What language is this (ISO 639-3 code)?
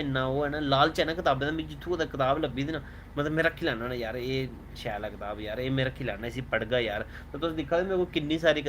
doi